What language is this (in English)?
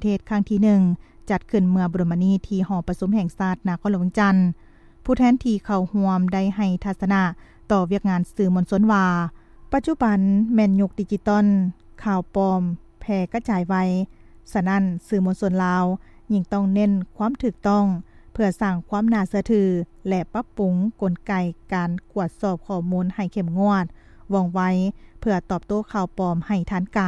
Lao